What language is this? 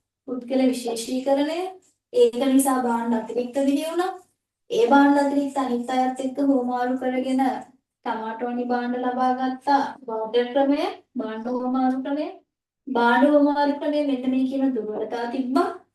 Sinhala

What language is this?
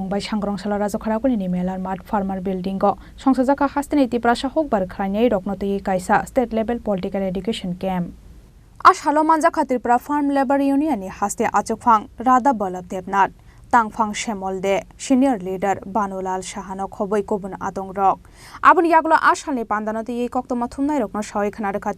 Kok Borok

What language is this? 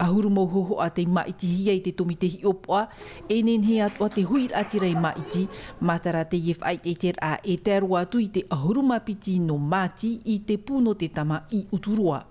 Tahitian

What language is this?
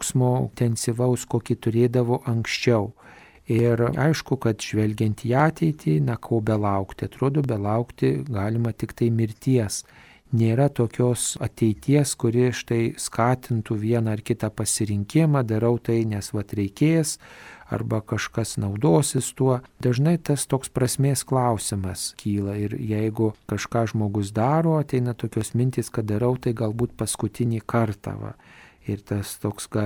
Lithuanian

